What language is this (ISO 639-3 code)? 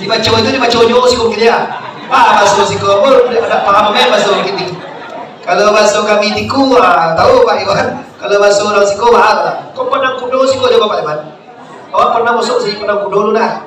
min